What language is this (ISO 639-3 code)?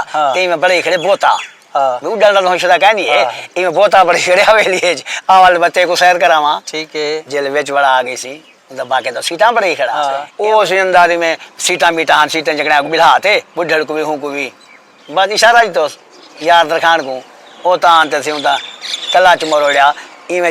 skr